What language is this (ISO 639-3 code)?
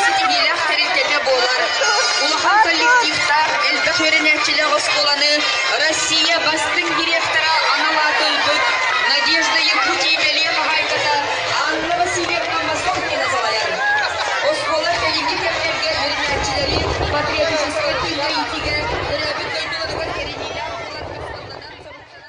sah